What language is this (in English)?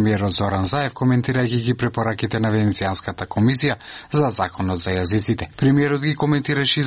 Macedonian